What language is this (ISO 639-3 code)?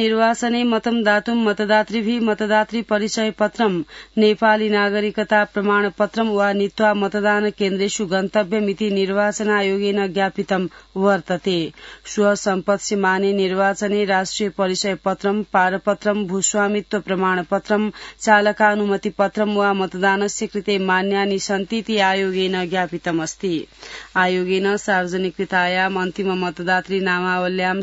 san